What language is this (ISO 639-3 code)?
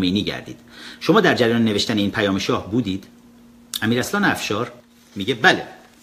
fas